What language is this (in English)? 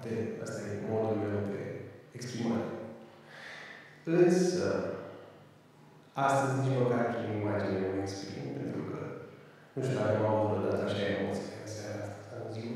Romanian